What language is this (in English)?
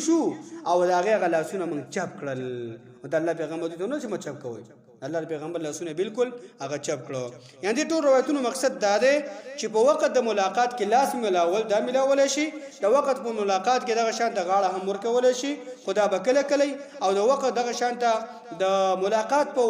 Pashto